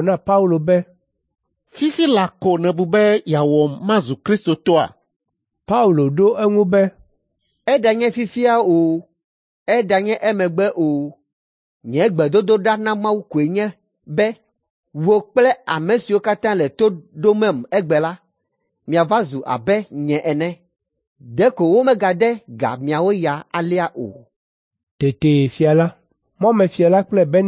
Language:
Ewe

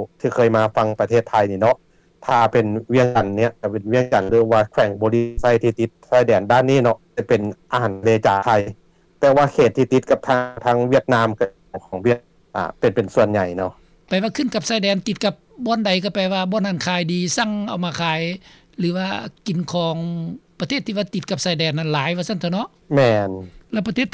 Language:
Lao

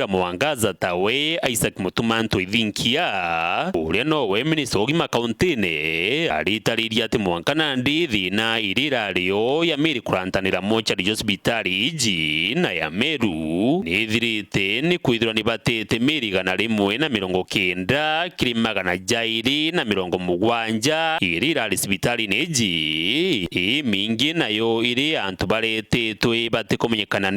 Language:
Meru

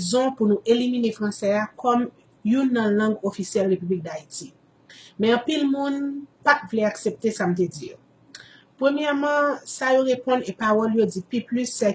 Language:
Haitian Creole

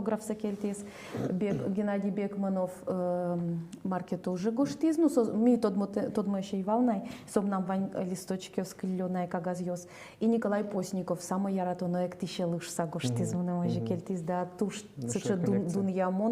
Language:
Udmurt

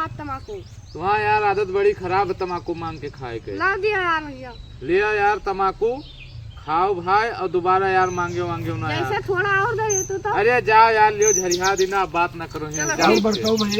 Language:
Awadhi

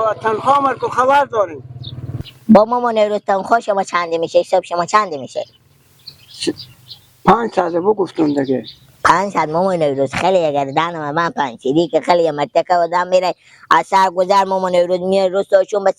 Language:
Persian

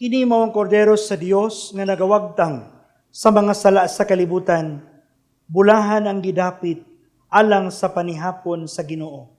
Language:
Cebuano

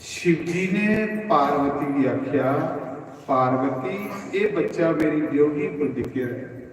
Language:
Dogri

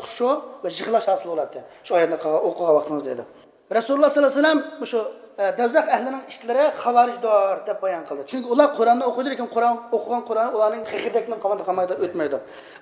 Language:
Uyghur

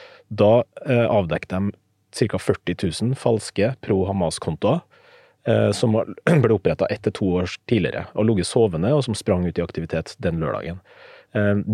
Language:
Norwegian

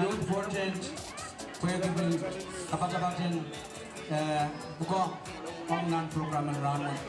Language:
Pohnpeian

